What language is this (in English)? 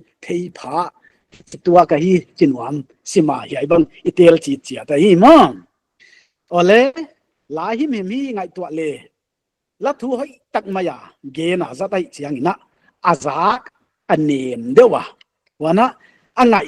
Paite Chin